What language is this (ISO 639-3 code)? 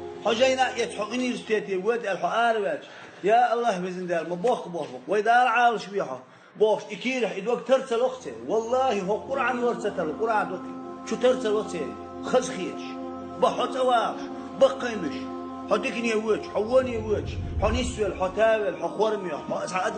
che